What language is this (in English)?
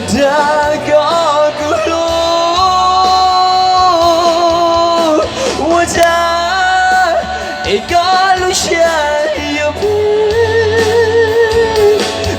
Hmong